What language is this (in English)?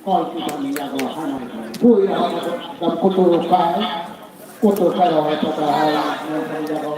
Kok Borok